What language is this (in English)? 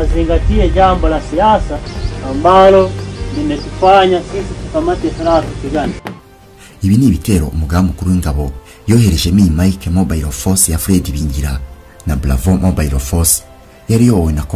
Kinyarwanda